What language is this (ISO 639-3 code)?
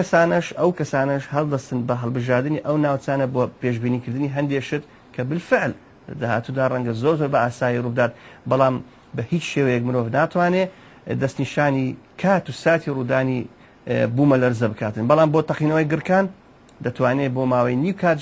ckb